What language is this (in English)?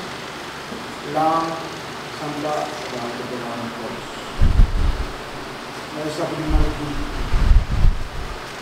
Malay